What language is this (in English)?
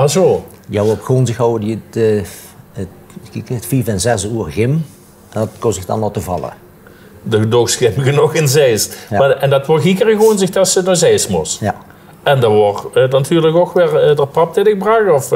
Limburgish